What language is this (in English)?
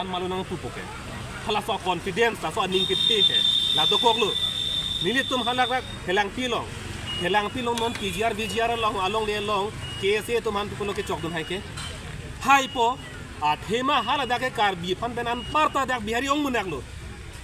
Karbi